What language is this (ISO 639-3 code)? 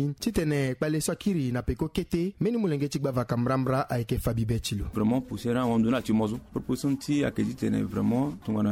sag